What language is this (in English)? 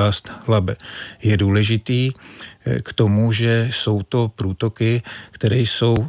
Czech